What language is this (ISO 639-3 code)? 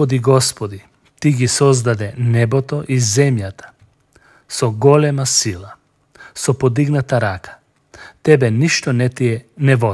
mkd